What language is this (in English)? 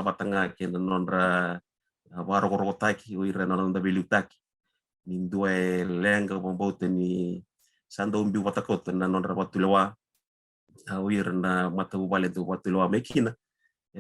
Fijian